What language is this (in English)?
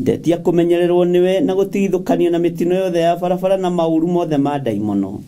Kikuyu